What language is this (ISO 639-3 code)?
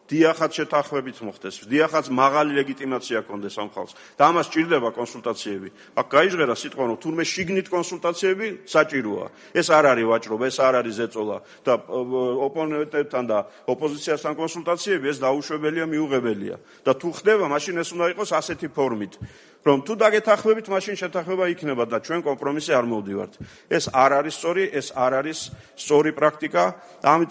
kat